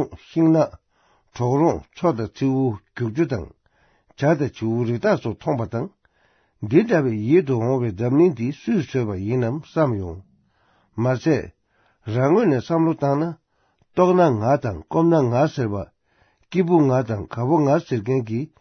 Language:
Tibetan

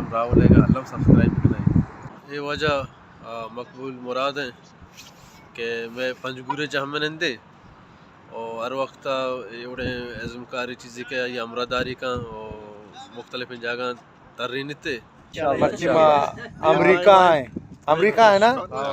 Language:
Baluchi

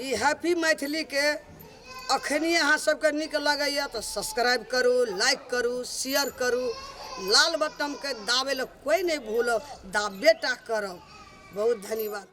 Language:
Maithili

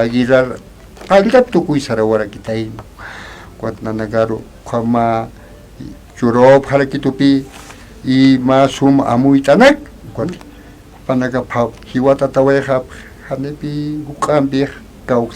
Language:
Aymara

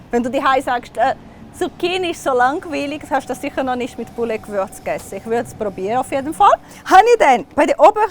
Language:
Swiss German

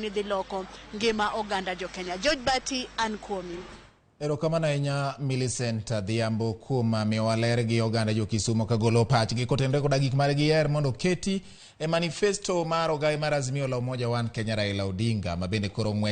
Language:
Luo (Kenya and Tanzania)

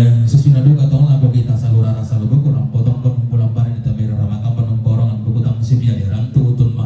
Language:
Toraja-Sa'dan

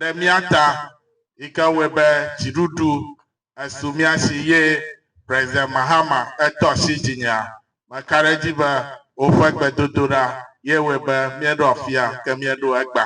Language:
Ewe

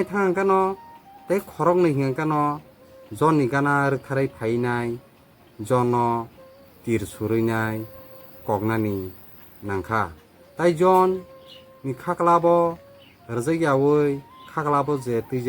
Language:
Kok Borok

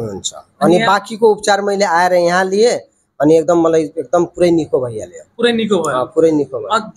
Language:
Nepali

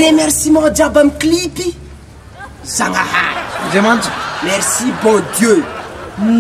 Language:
Malagasy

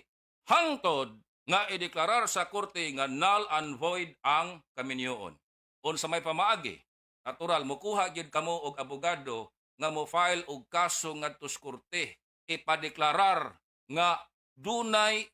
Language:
Cebuano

